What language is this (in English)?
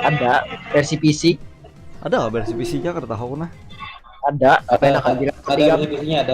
Banjar